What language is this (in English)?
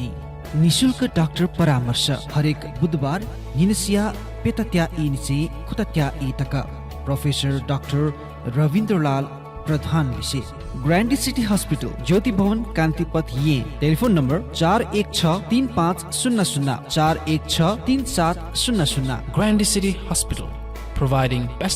Newari